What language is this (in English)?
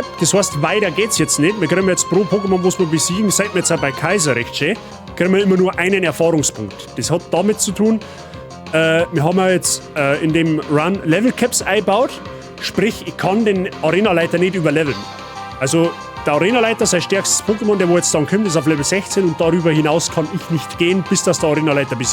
Bavarian